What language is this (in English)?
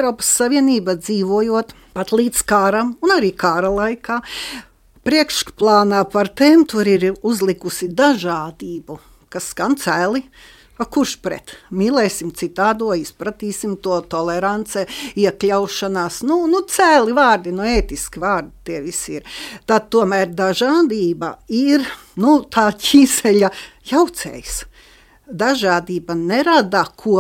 Latvian